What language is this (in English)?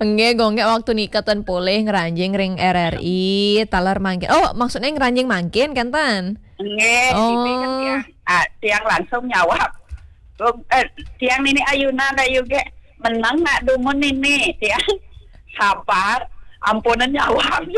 Balinese